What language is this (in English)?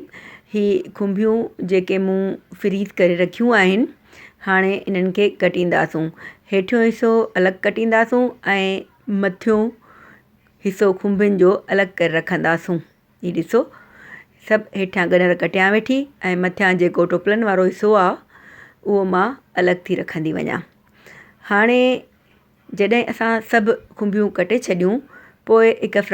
Sindhi